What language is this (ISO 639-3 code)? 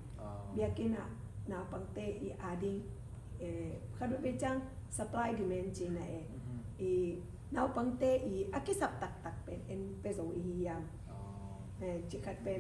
ctd